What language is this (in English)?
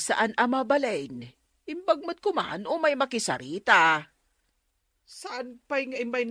Iloko